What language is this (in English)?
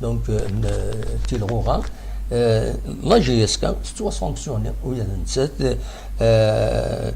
Kabyle